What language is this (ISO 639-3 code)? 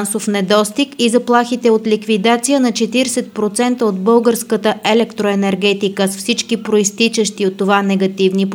bul